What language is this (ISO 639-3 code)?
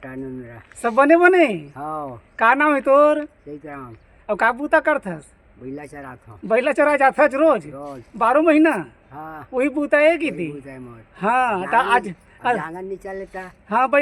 hne